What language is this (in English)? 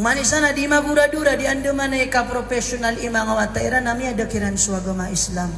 Maranao